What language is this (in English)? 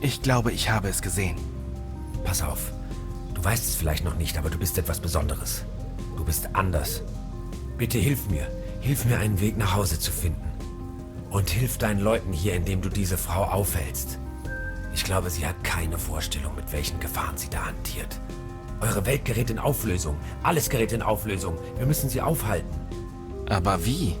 Bavarian